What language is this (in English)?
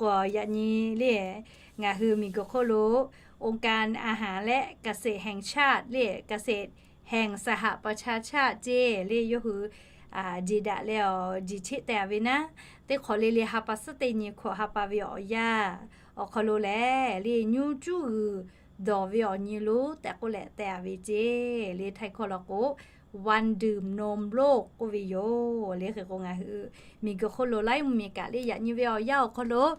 Lahu